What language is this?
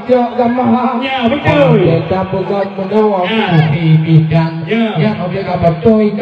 Achinese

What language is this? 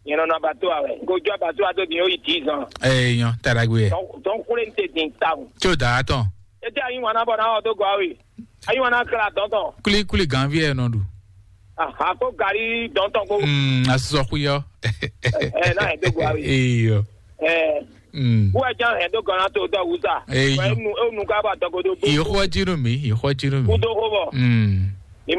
Fon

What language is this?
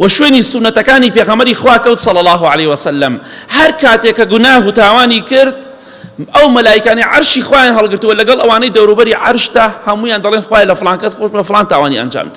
Central Kurdish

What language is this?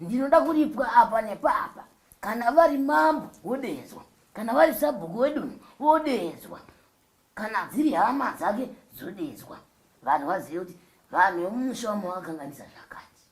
Shona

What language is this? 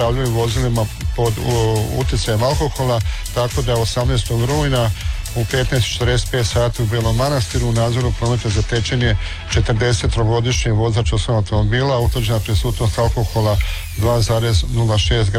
Croatian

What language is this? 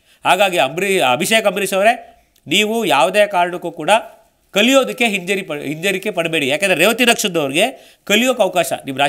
Kannada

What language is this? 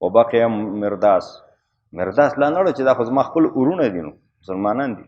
Pashto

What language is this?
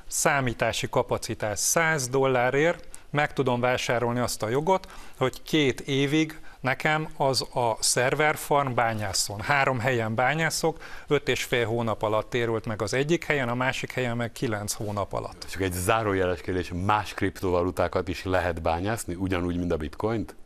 Hungarian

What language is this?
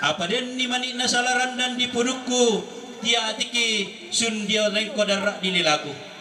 Toraja-Sa'dan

